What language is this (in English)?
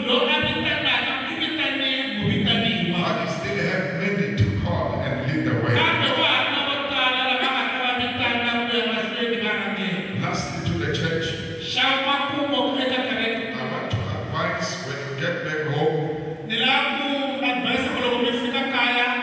Tsonga